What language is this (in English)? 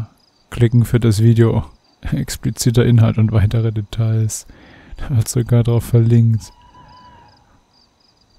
German